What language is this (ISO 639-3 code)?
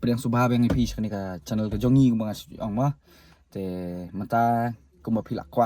kha